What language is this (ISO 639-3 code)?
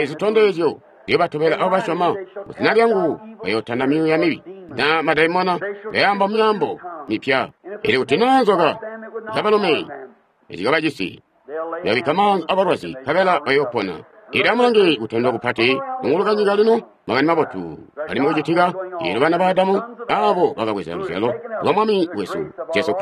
toi